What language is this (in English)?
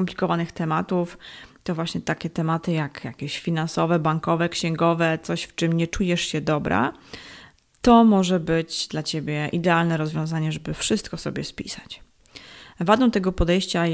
Polish